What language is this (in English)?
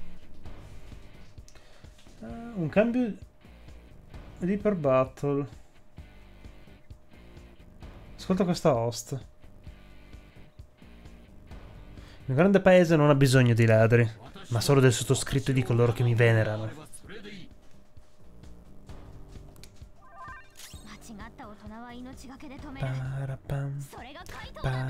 Italian